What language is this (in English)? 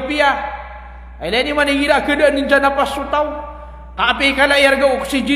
Maranao